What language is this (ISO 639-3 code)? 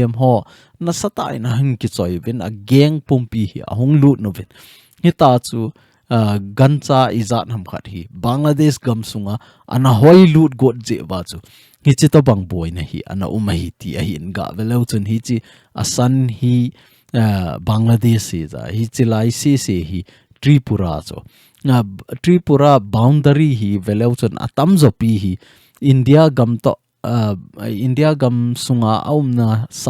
tcz